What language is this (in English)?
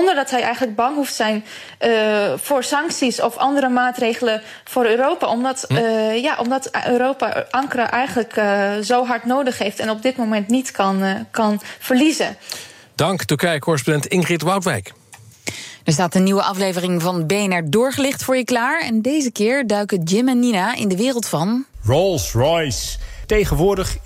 Dutch